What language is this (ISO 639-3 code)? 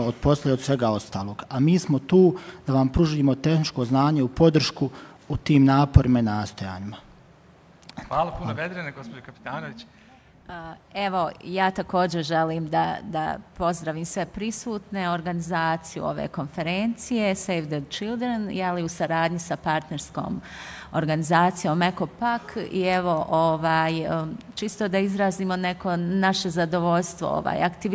bos